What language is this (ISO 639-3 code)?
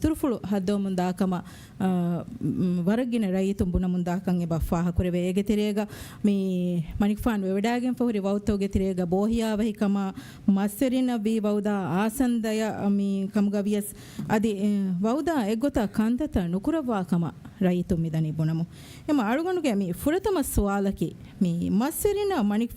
div